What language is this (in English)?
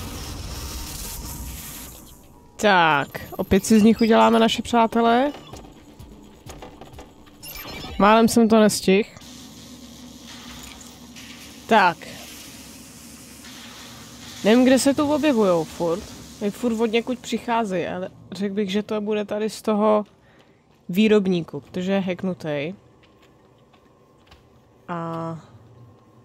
Czech